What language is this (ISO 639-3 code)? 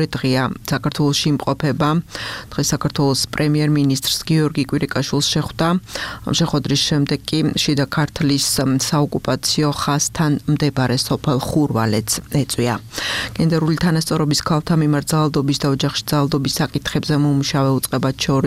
kat